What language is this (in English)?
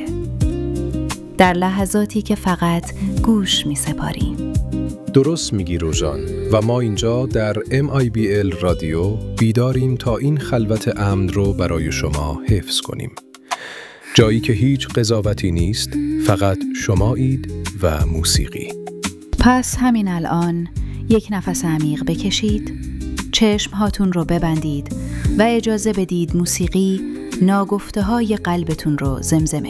Persian